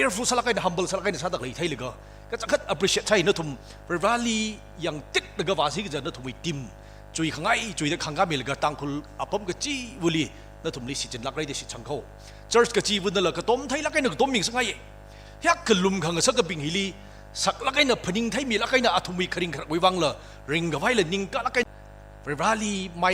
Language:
Tangkhul Naga (India)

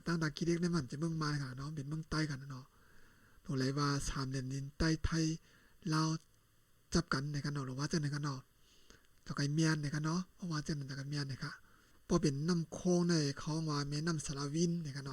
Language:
Shan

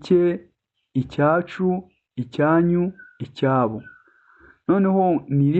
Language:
Kinyarwanda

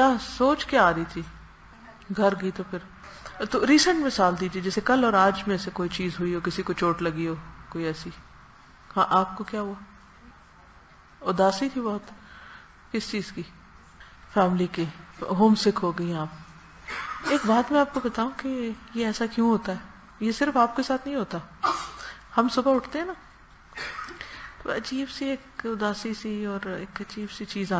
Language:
Urdu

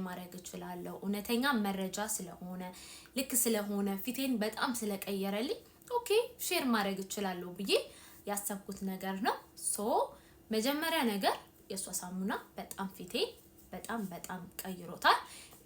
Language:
Amharic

